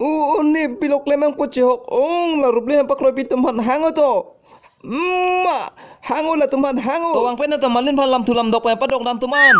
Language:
Karbi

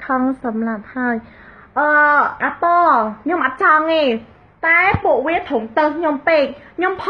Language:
Khmer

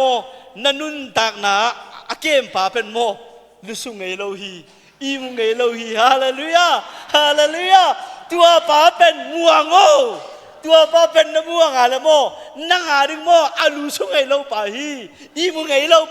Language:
Tedim Chin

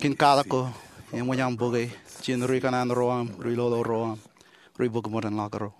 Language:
Marshallese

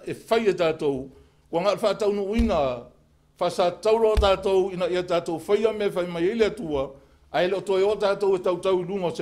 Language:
Samoan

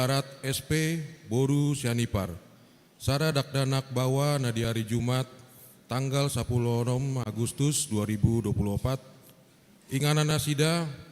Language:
Batak Toba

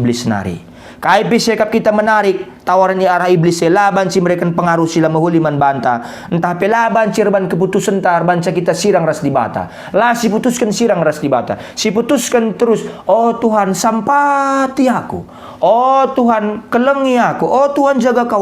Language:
Batak Karo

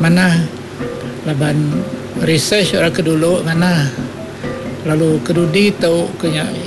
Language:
Iban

